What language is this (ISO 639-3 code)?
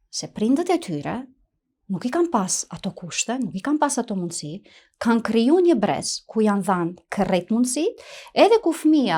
sqi